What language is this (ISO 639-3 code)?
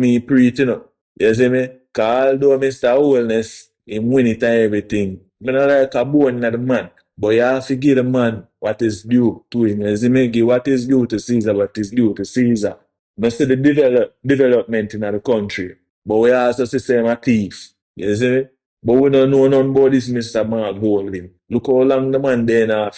jam